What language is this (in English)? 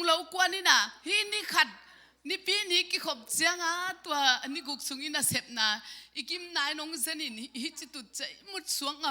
Tedim Chin